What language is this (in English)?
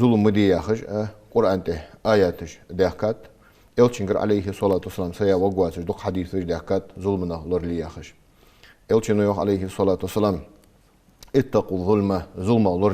Ingush